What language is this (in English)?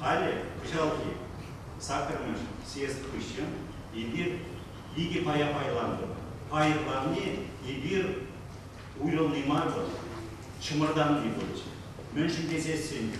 Chuvash